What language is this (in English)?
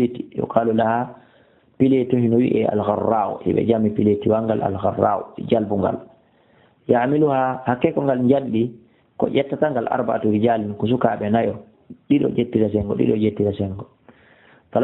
Fula